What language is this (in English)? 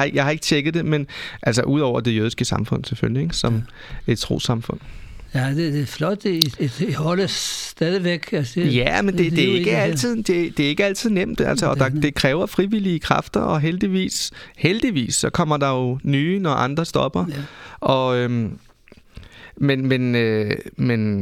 Danish